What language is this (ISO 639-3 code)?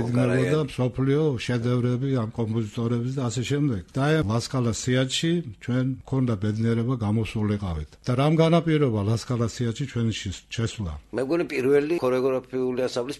kat